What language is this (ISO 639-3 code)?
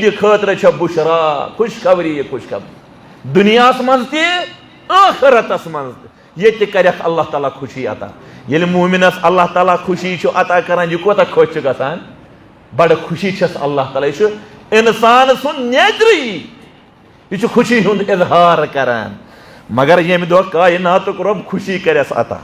kas